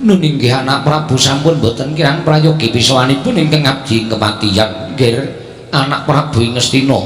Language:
Javanese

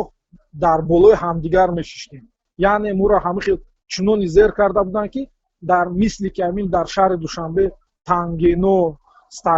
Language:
Tajik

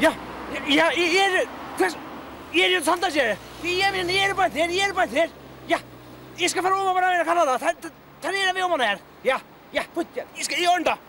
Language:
Faroese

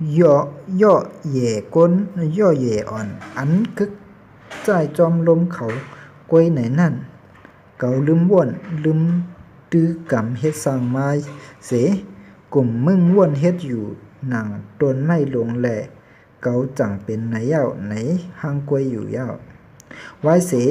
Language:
Shan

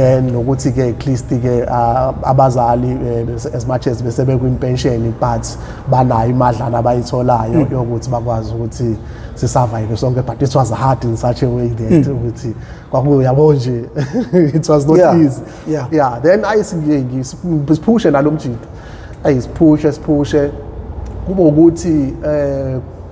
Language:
Zulu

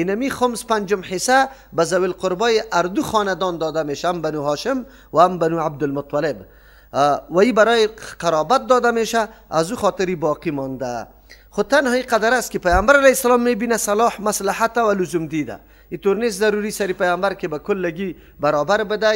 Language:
Persian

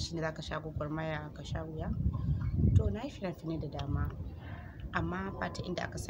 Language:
Hausa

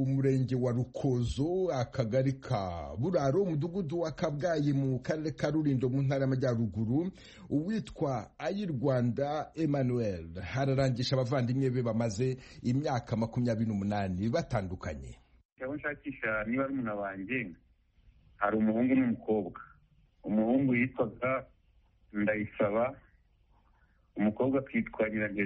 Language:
Kinyarwanda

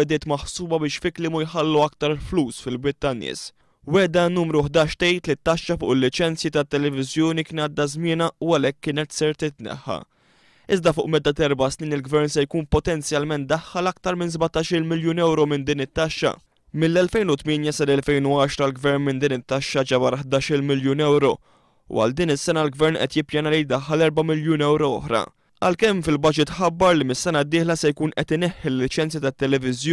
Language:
Maltese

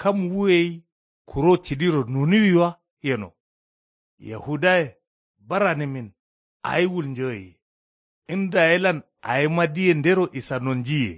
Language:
Kanuri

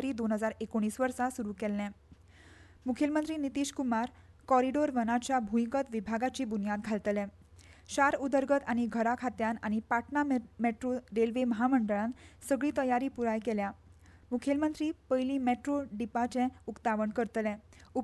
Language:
Konkani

